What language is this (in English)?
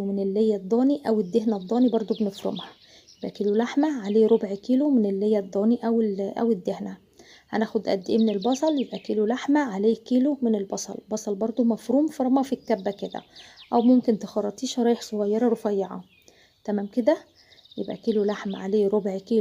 Egyptian Arabic